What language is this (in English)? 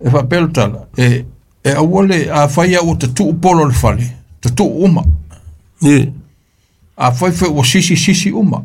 Samoan